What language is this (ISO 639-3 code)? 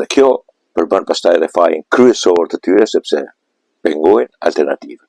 sqi